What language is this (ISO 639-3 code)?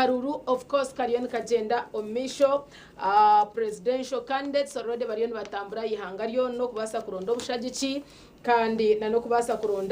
nyn